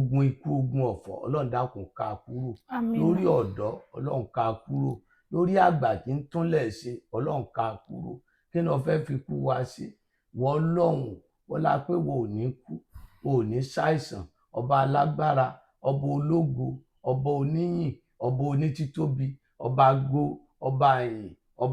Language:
Yoruba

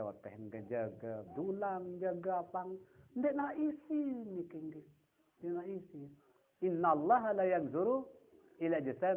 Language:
Sasak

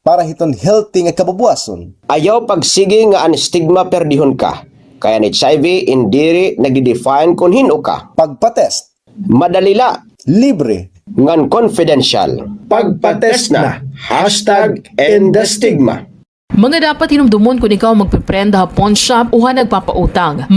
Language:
Waray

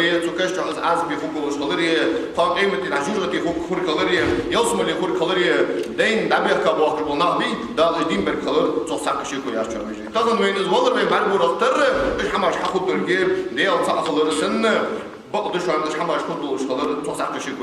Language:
Ingush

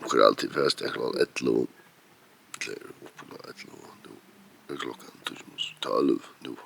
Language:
Faroese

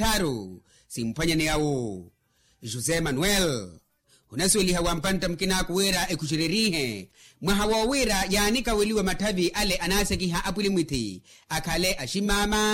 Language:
Makhuwa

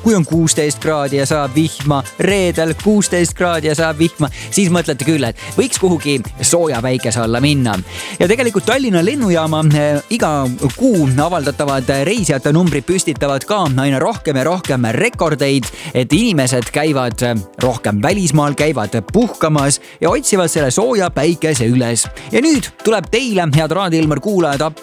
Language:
Estonian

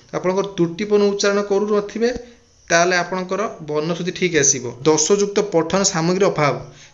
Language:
Odia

